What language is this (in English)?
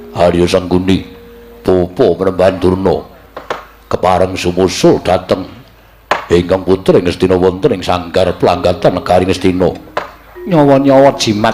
Javanese